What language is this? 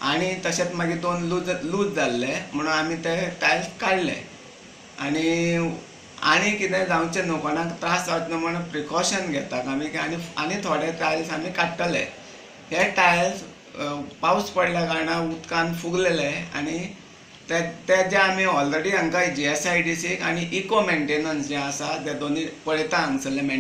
Konkani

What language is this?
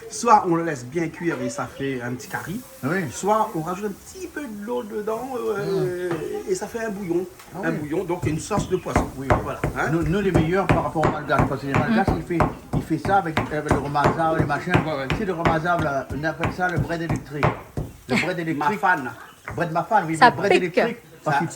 Réunion Creole French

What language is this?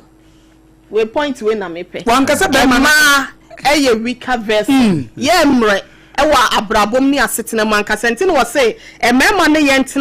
Akan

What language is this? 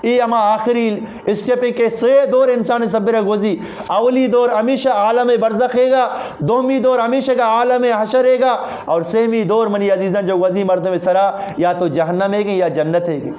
Eastern Balochi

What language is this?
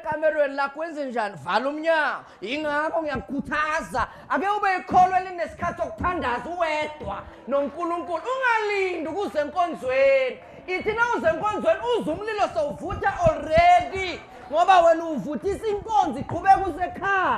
Zulu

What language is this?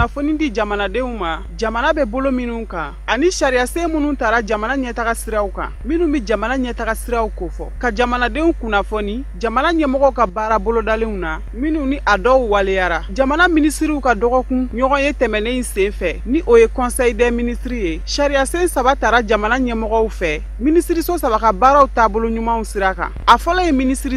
Bambara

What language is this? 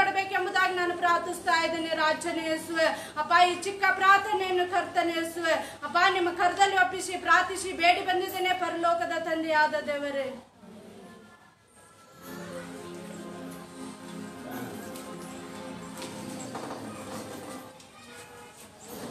Kannada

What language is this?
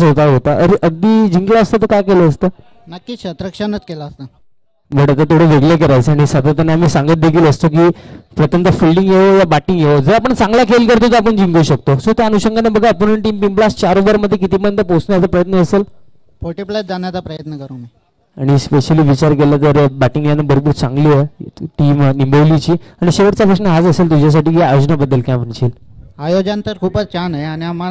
Marathi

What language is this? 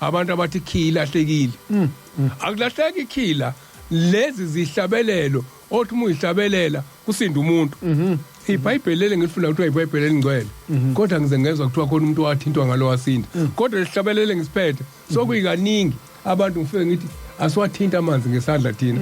Zulu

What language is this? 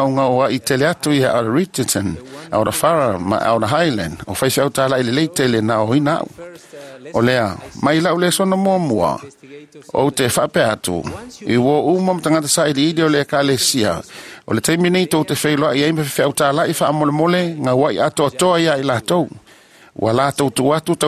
Samoan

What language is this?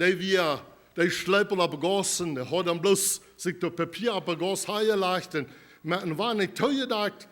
Plautdietsch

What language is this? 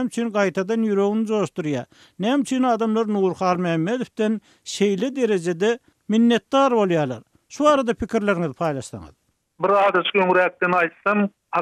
Turkmen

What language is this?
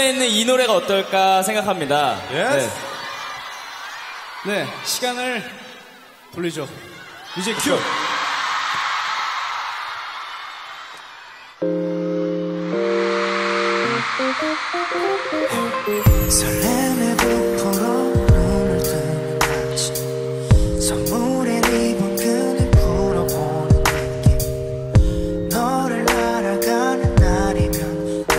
Korean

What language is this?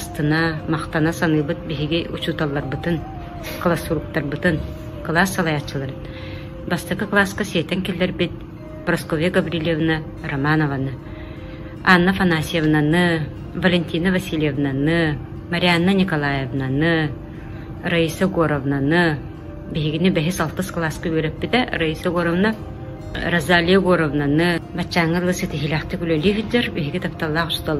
Yakut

